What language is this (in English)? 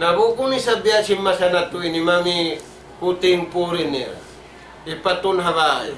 Tausug